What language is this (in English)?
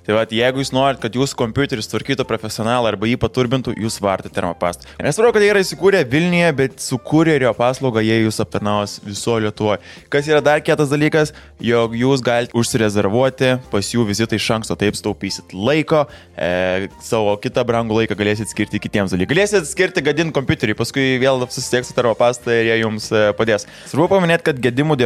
Lithuanian